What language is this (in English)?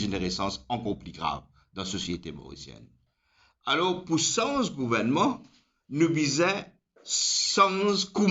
Morisyen